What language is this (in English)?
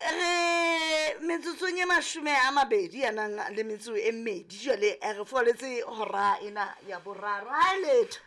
Southern Sotho